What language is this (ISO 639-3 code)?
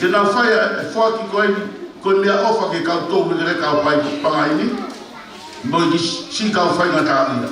ton